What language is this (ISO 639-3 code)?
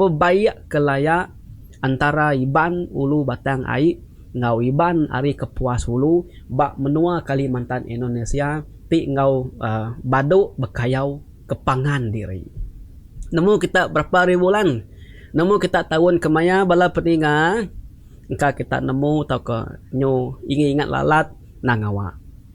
iba